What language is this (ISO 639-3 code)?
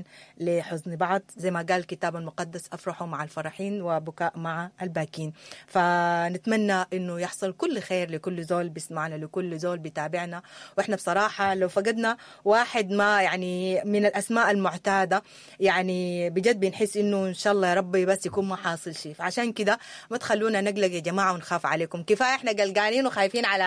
apd